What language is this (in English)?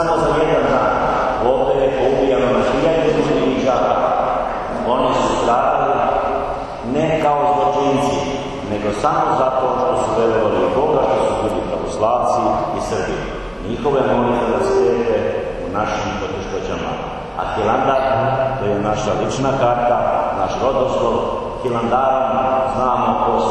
Serbian